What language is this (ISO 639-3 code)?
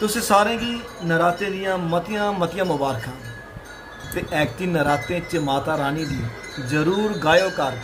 doi